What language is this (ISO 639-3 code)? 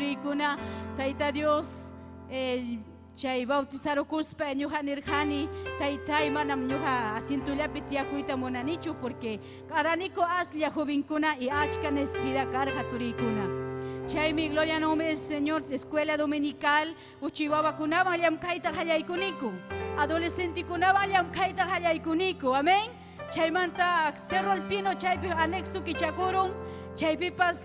quy